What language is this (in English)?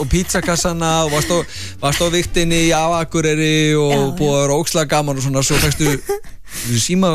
Icelandic